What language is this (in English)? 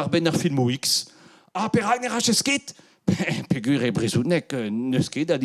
Breton